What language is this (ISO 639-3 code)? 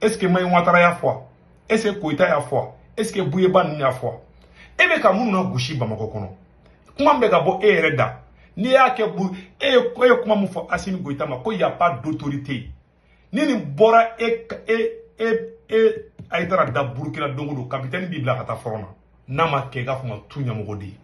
bam